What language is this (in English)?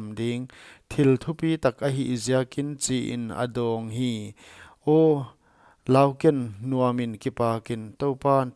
Paite Chin